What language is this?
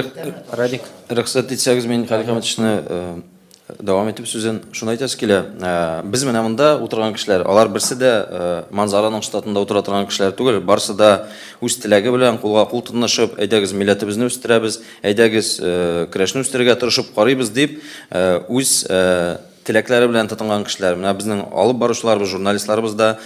Tatar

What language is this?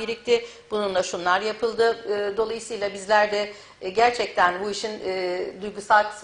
Turkish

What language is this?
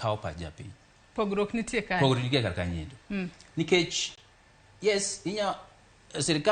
Luo (Kenya and Tanzania)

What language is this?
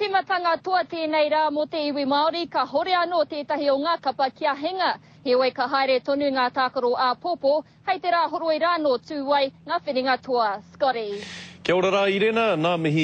Māori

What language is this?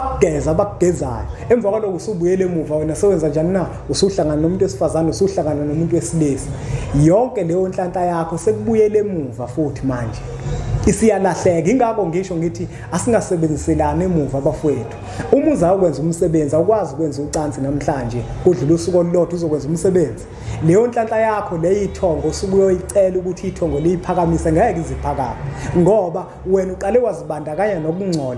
Zulu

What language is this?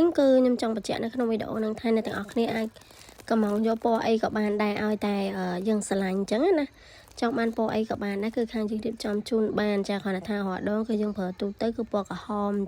Khmer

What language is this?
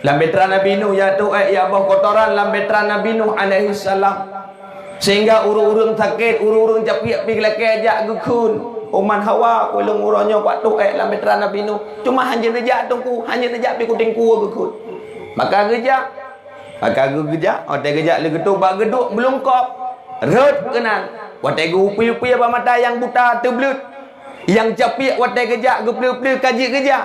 Achinese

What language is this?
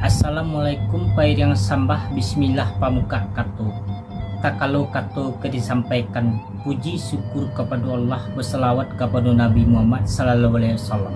Minangkabau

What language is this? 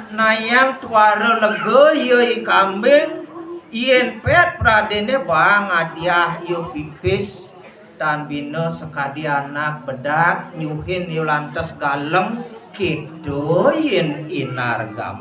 Balinese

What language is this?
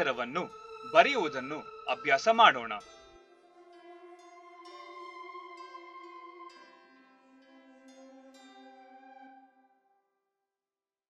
Kannada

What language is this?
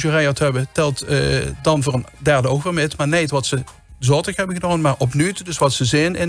Limburgish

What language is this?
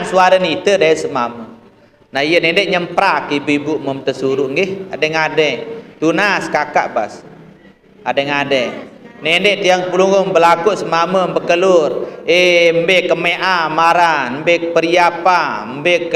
Sasak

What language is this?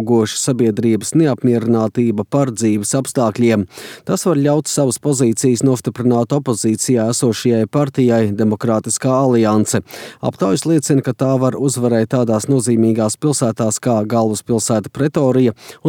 Latvian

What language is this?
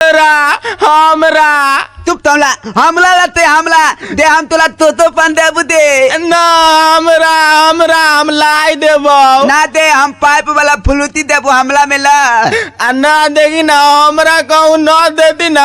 Maithili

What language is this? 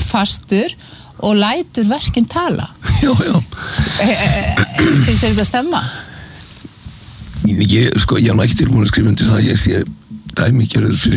Icelandic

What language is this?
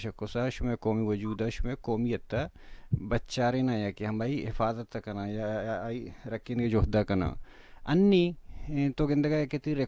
Baluchi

